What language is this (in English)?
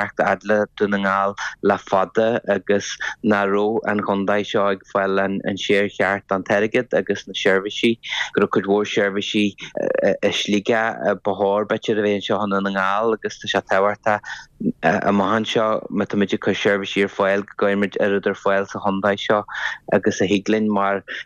Irish